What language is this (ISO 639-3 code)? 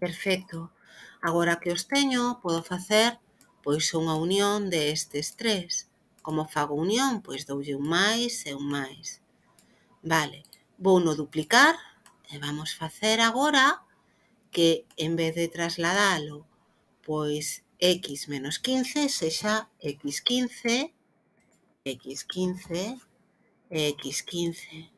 glg